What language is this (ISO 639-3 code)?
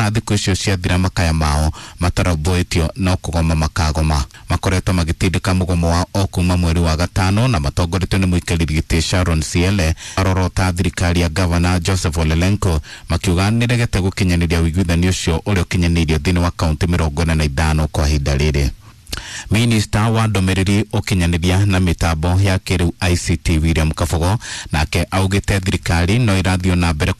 kik